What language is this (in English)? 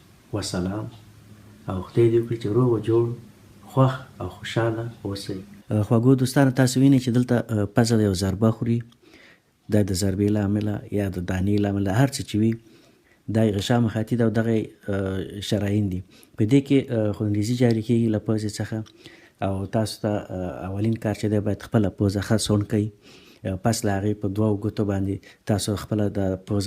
Pashto